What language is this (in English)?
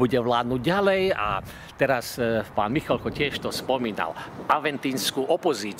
Slovak